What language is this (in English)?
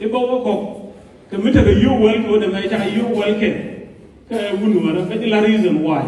Nuer